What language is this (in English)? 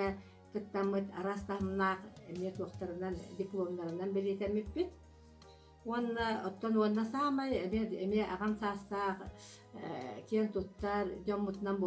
Yakut